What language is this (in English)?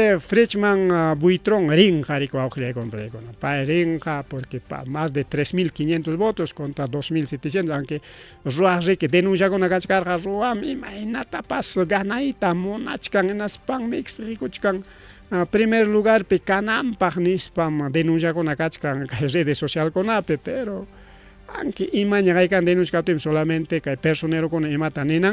Ayacucho Quechua